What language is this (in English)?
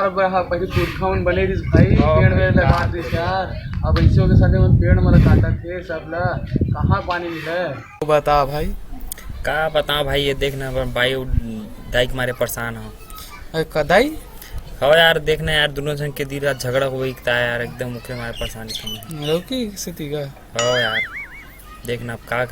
Chhattisgarhi